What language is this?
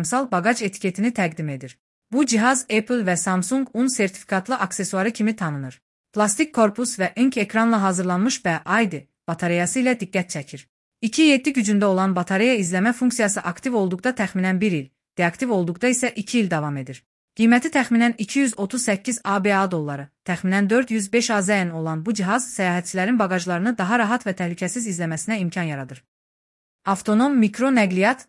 Azerbaijani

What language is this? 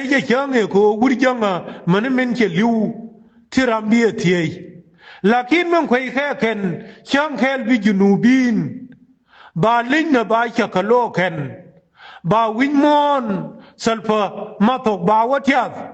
Nuer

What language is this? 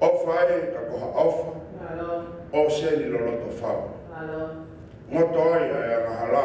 Tongan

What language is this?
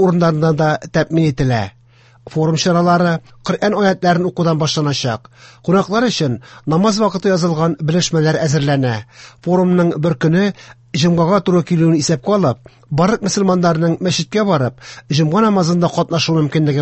Tatar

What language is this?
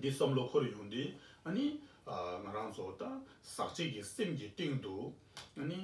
Tibetan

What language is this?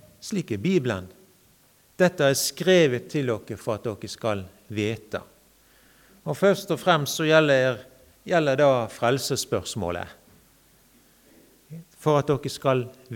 Norwegian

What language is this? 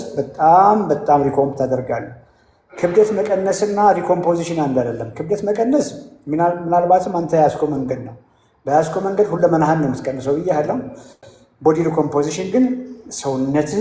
Amharic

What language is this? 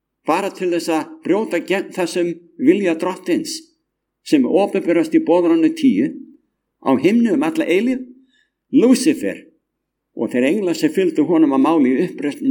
Icelandic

